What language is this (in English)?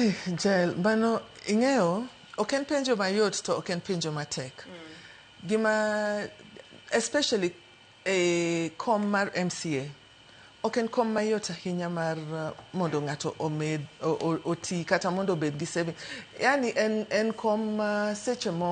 Luo (Kenya and Tanzania)